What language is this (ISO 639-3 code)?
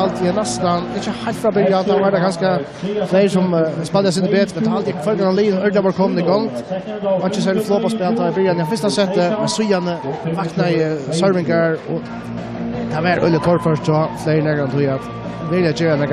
fao